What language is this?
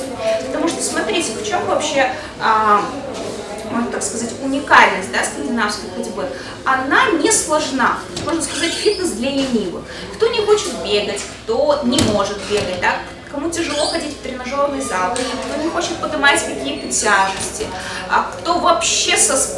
Russian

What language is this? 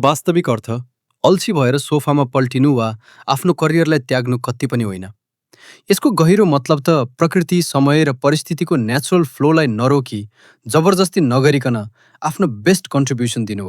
Nepali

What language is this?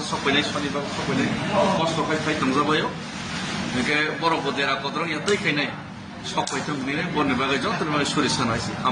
Kok Borok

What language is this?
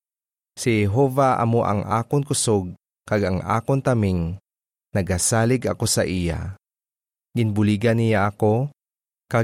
Hiligaynon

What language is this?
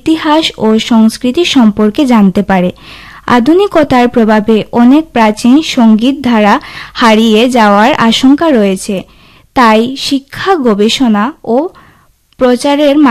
Bangla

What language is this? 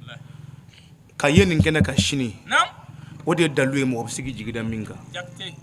Bambara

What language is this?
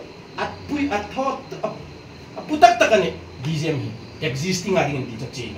Hmar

